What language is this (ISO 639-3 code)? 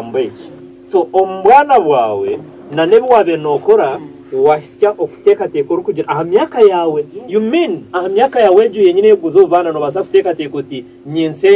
nyn